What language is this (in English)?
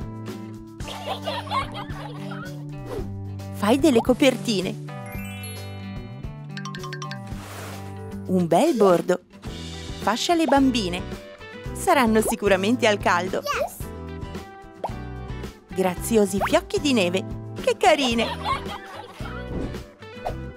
Italian